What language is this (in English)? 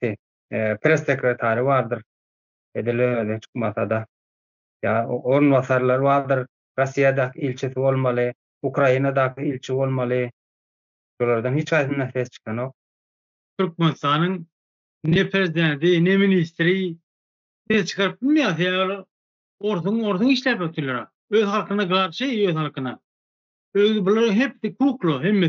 Turkmen